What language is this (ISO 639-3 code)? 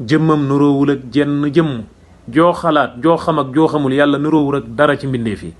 wol